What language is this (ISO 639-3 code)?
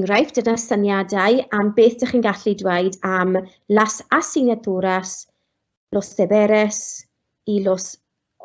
cym